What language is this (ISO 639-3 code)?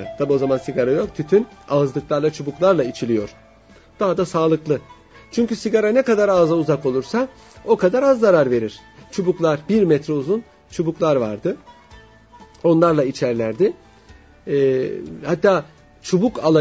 tur